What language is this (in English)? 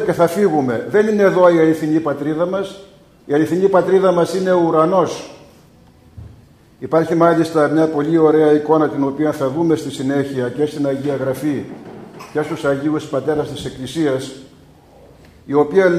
Greek